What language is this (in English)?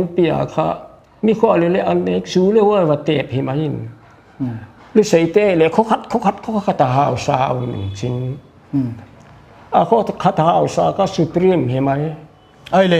Paite Chin